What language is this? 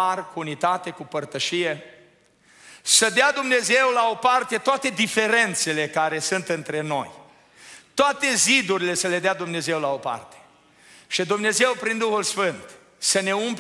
Romanian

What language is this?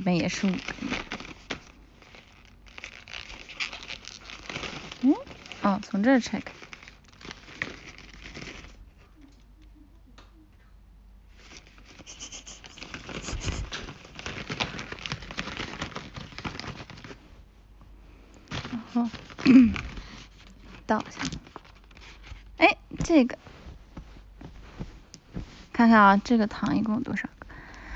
Chinese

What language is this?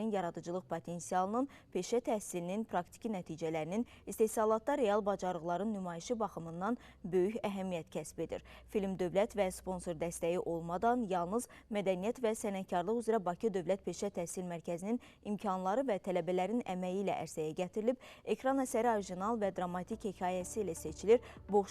Azerbaijani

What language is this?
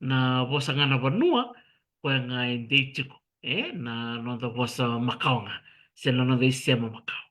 Fijian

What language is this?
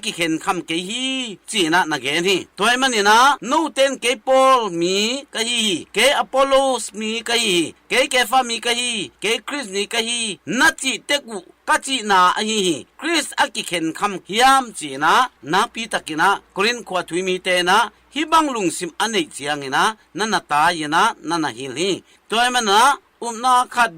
Tedim Chin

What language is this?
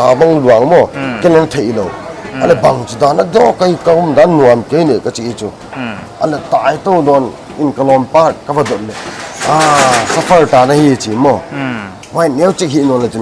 Paite Chin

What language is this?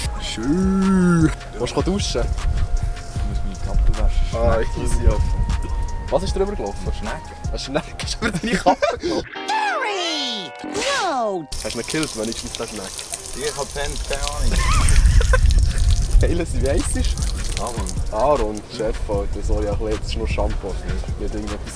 Swiss German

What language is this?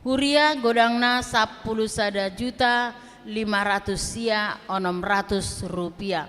Batak Toba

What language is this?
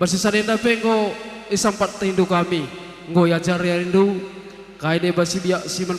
Batak Karo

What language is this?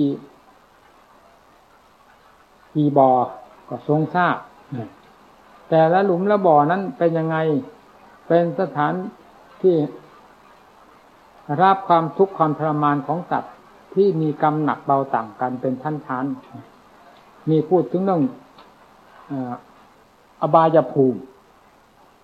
Thai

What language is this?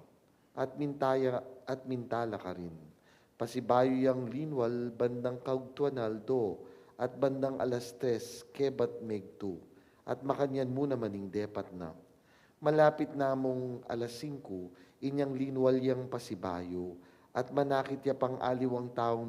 Pampanga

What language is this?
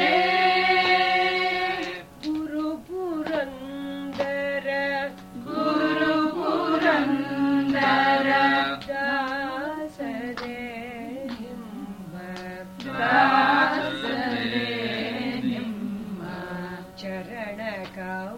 Kannada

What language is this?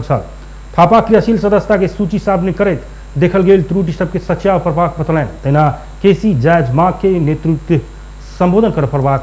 Maithili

